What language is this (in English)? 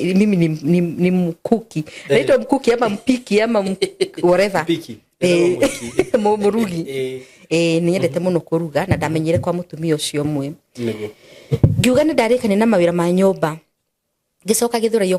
Kikuyu